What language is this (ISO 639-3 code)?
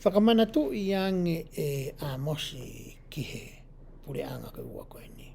ton